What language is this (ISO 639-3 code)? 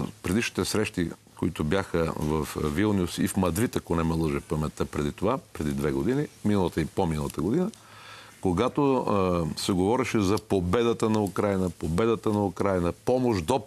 bul